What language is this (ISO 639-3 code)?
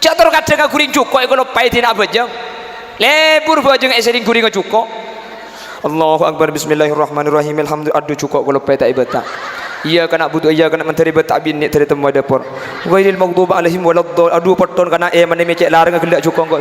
mad